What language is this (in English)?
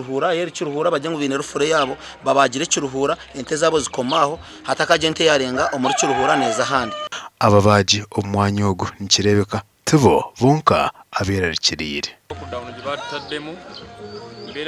Nyankole